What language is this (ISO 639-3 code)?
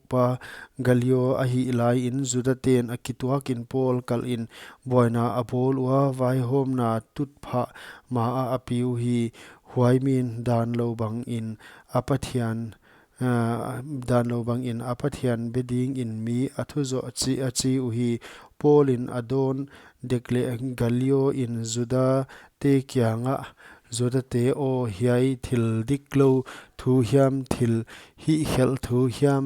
pck